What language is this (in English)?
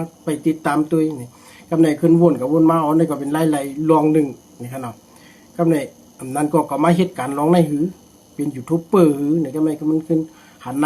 Shan